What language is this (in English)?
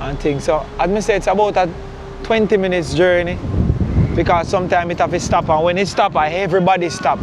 Jamaican Creole English